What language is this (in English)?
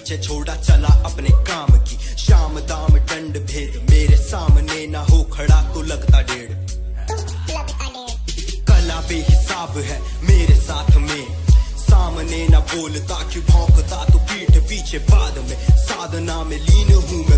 Hindi